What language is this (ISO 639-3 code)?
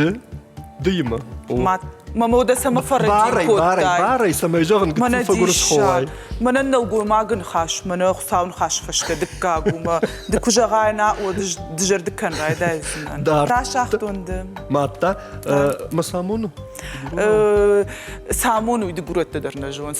oss